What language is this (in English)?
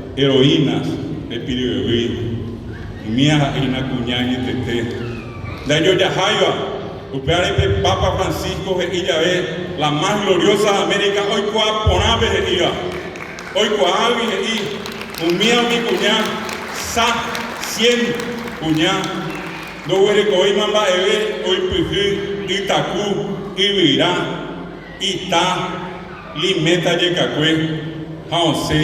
Guarani